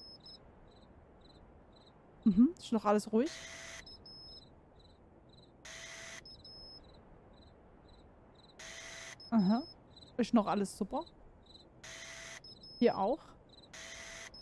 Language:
German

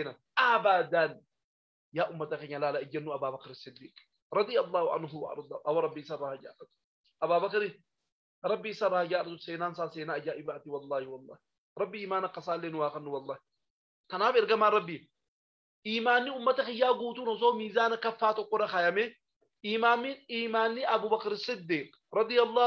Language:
Oromo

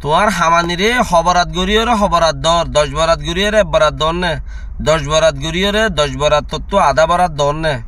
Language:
Rohingya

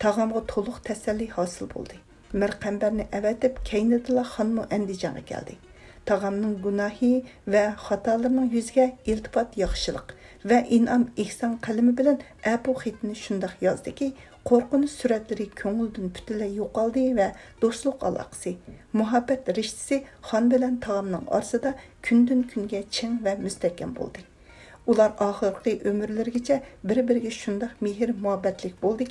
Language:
Uyghur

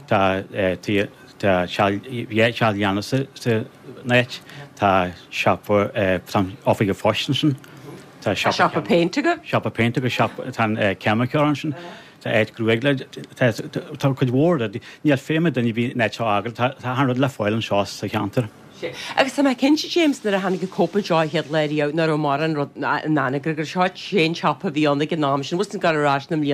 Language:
Irish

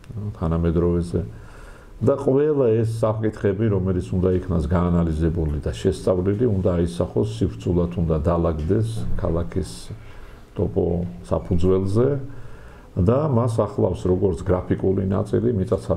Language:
Georgian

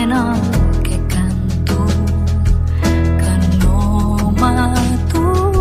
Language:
Catalan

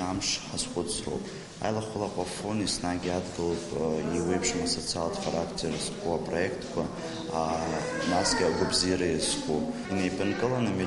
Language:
Abkhazian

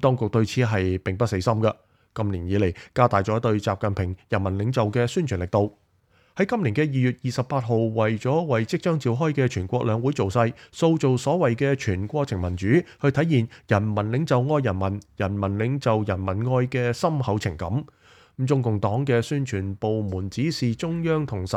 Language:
Cantonese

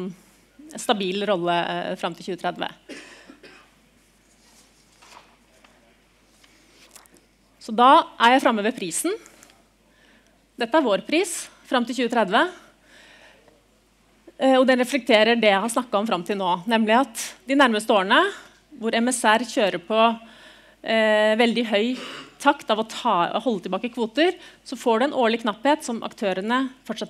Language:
Norwegian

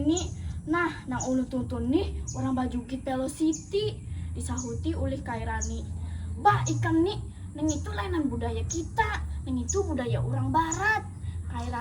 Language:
Banjar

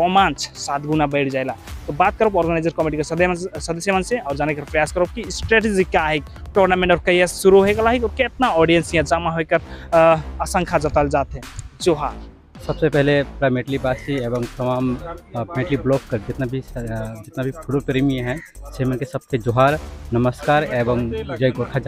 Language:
Sadri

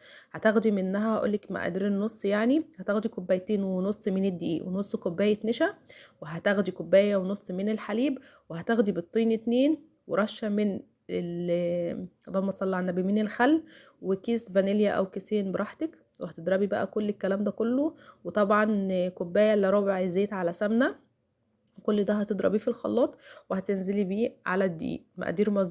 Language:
Egyptian Arabic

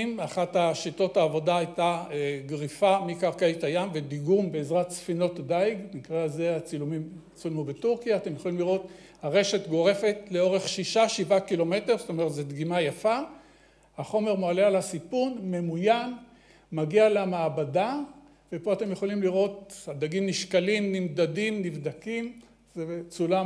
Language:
Hebrew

